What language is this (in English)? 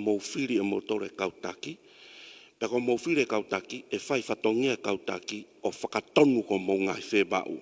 Tongan